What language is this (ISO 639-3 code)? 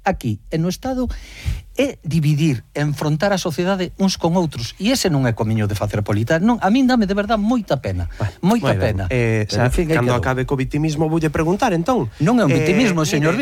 glg